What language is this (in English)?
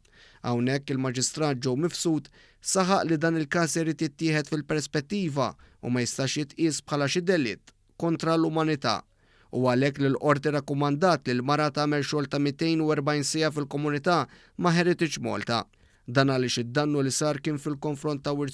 Maltese